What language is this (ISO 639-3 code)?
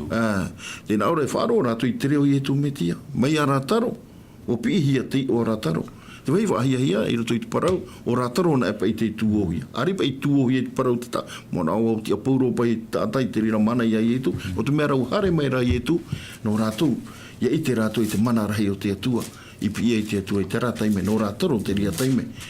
tah